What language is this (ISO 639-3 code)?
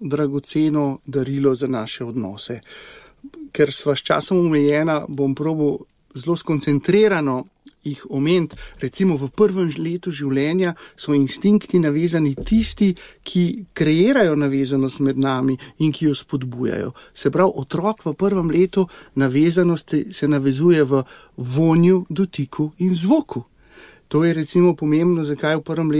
slv